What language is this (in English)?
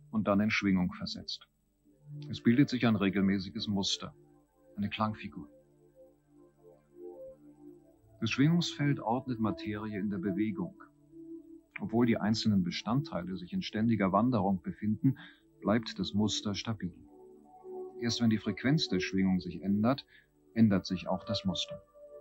German